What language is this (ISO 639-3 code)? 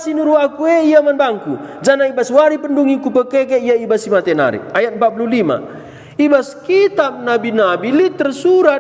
btx